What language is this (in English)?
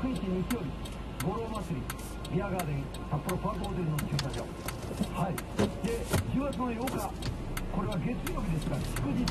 Japanese